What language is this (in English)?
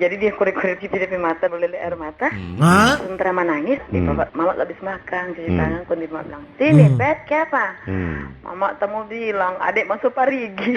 Manado Malay